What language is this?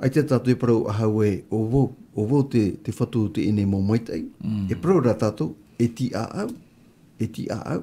Tahitian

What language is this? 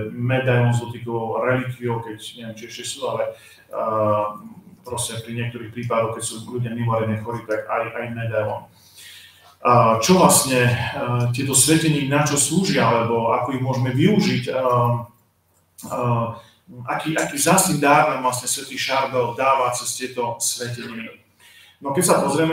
Slovak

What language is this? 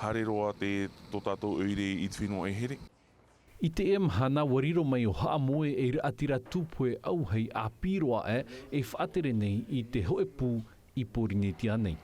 Tahitian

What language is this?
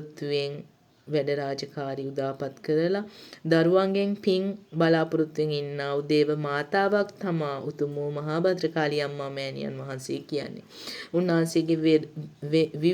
Sinhala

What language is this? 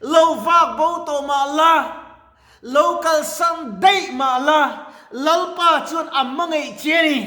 Mizo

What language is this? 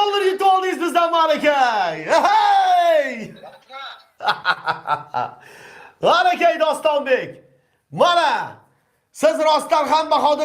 Uzbek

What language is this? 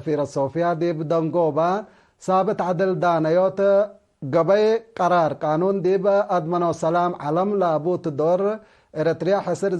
Tigre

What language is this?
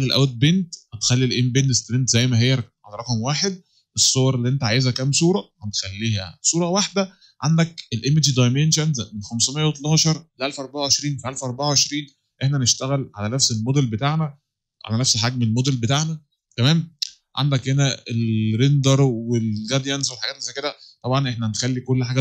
Egyptian Arabic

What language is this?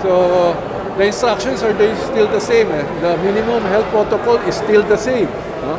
Hiligaynon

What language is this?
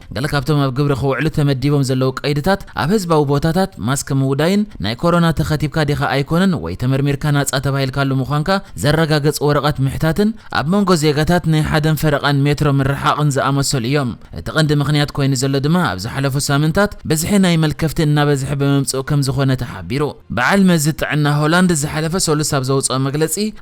Tigrinya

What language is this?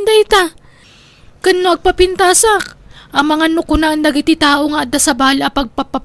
Iloko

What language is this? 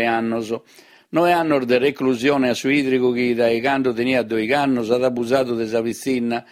Sardinian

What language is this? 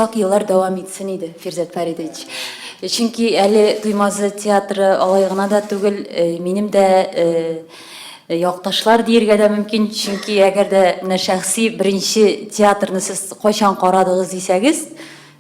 Tatar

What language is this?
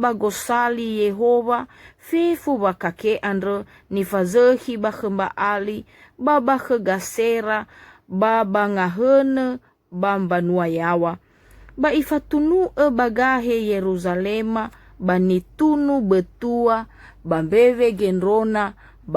Nias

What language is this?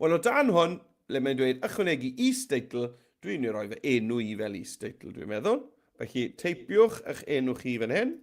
Welsh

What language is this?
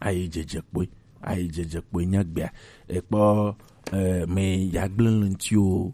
Gen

